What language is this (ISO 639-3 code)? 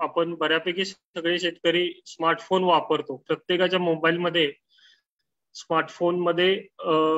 mar